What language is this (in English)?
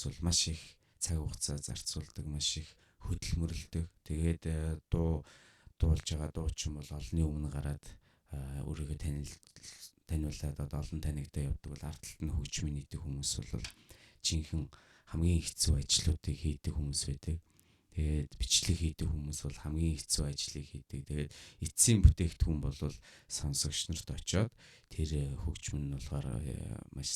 Mongolian